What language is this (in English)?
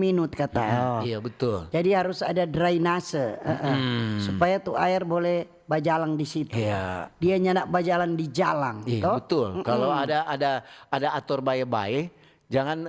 Manado Malay